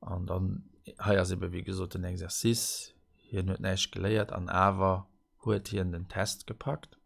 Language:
Luxembourgish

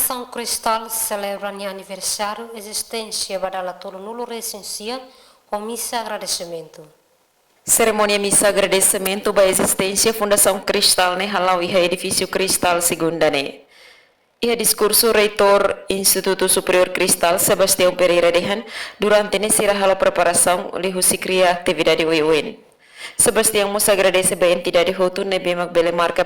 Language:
Tetum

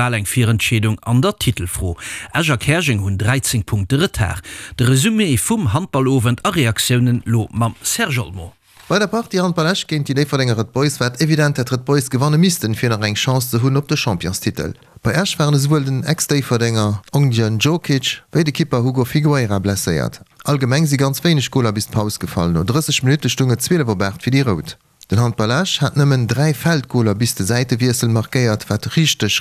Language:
Luxembourgish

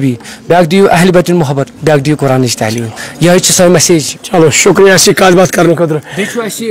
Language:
Kashmiri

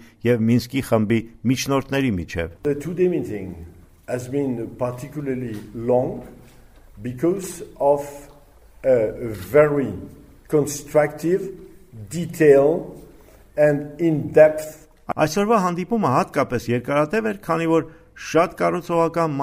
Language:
Armenian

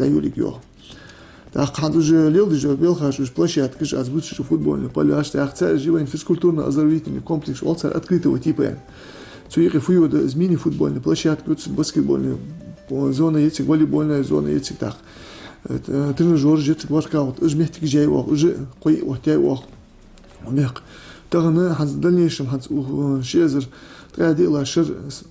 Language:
Ingush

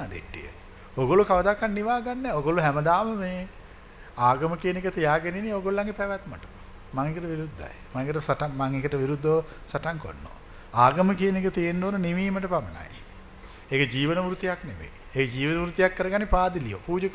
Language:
Sinhala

